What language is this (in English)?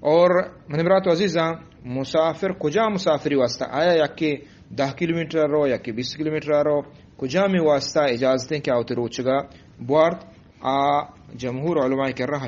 Eastern Balochi